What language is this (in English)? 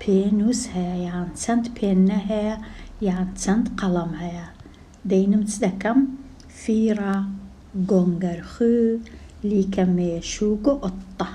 Central Kurdish